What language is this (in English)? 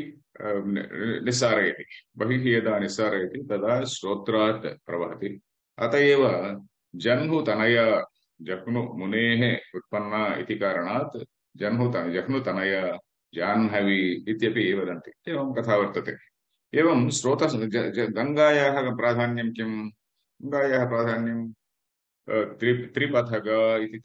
Sanskrit